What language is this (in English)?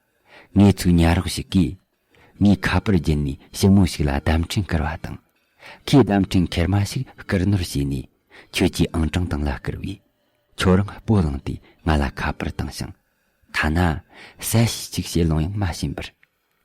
Tibetan